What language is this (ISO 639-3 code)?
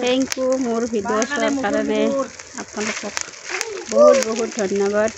asm